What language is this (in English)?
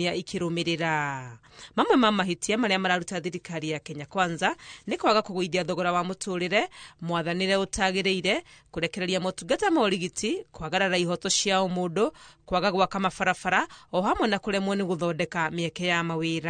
Kikuyu